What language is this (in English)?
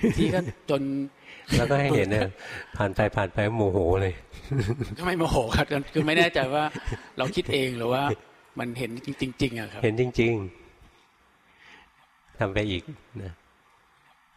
Thai